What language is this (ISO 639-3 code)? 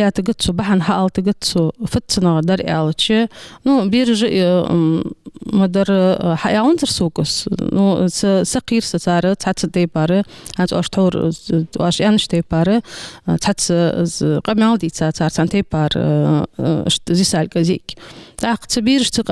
inh